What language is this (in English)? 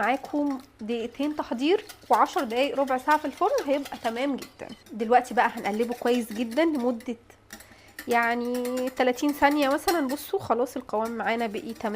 Egyptian Arabic